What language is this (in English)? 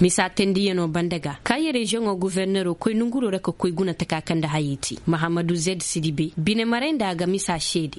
Koyraboro Senni